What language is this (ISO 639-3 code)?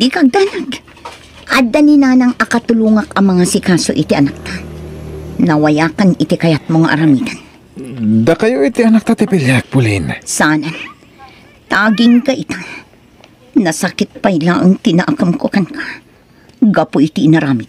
ilo